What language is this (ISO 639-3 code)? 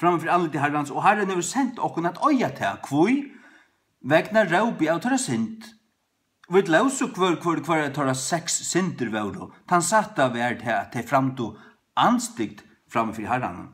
fao